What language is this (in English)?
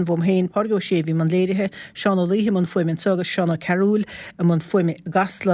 Irish